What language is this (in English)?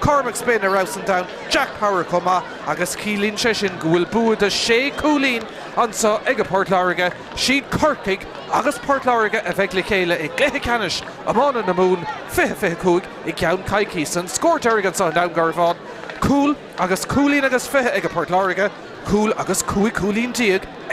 Irish